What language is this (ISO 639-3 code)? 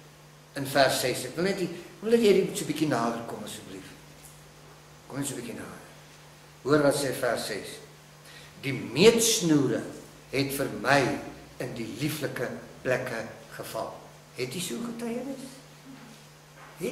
afr